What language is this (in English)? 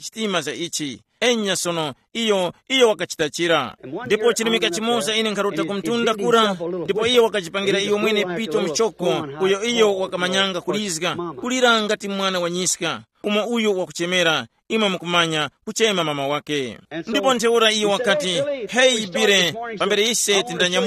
Tumbuka